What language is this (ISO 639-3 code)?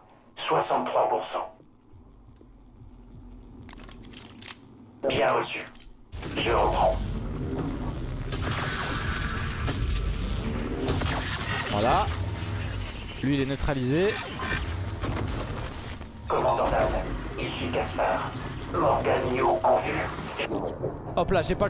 fra